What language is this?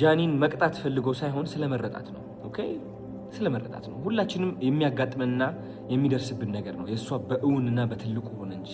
Amharic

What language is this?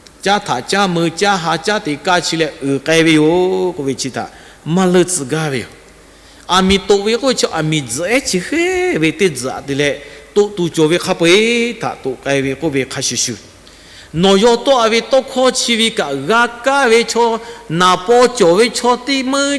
Lahu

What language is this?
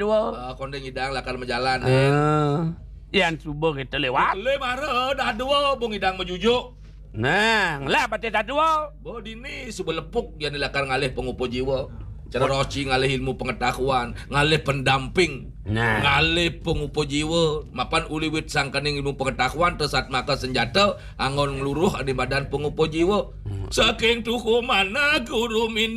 Balinese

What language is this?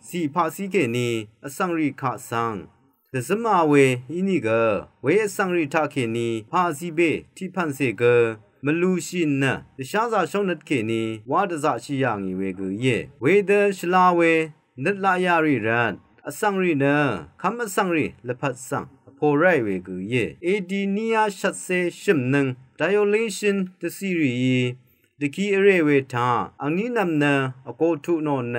Rawang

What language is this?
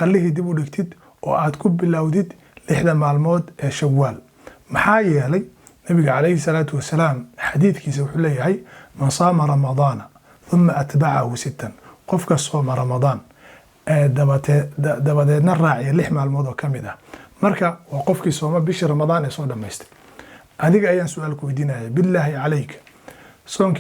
Somali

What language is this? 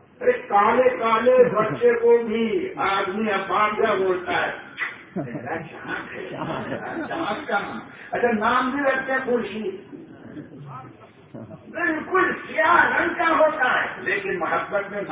Urdu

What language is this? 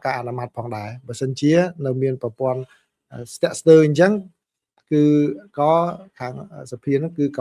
Khmer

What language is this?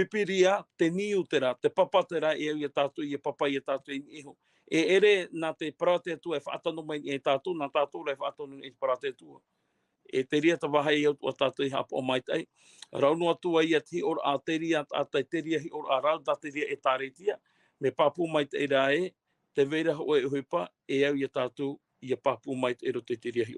Tahitian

